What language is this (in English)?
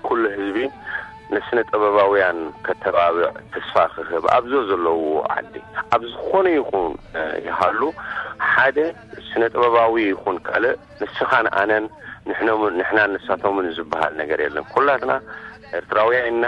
Tigrinya